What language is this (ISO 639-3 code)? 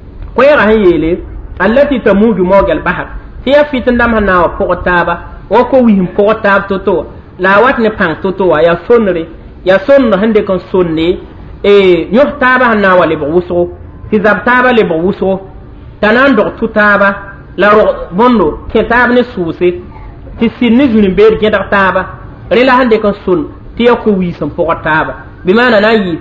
mos